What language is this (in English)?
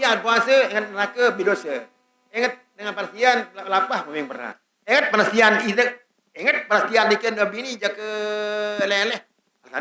Sasak